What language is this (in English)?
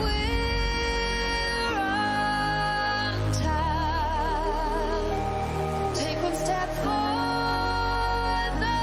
Kara-Kalpak